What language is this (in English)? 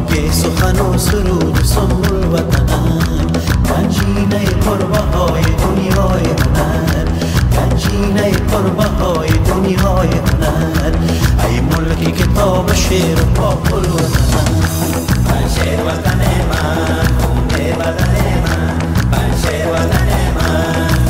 Persian